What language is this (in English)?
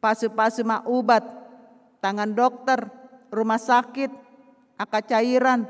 Batak Toba